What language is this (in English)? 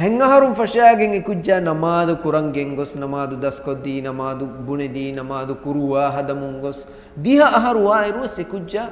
Divehi